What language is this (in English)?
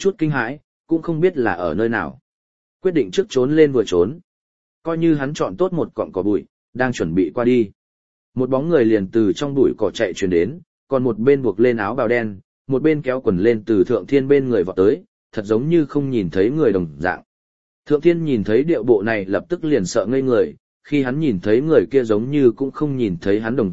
Vietnamese